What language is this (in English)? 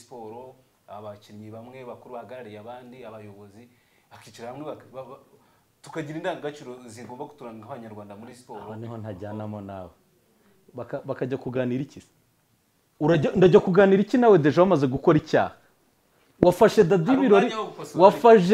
Kinyarwanda